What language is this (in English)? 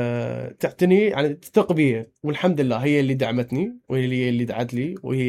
Mesopotamian Arabic